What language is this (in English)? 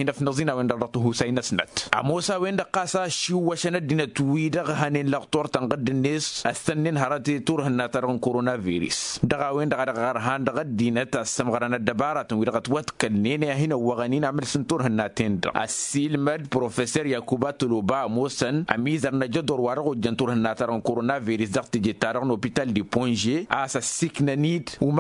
Tamasheq